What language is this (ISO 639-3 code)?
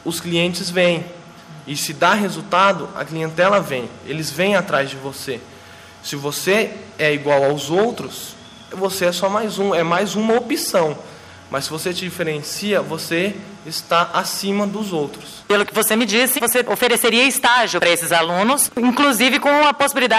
por